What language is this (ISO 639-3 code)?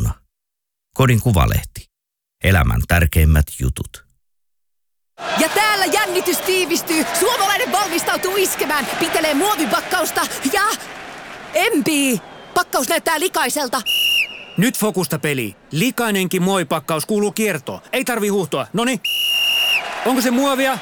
fin